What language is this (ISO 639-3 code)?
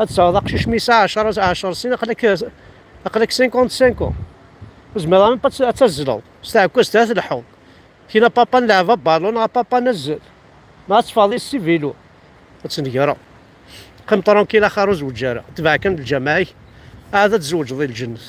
kab